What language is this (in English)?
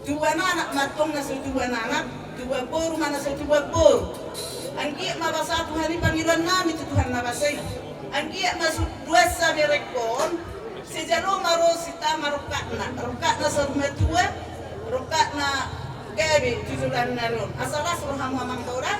Batak Simalungun